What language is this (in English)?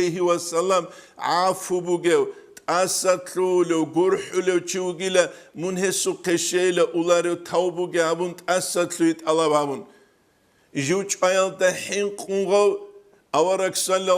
Avaric